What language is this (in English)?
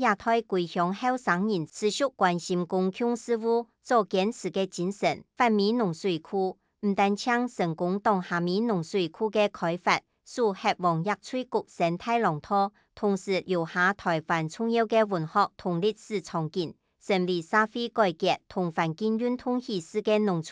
Hakka Chinese